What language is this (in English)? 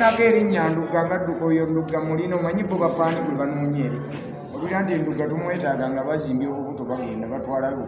Ganda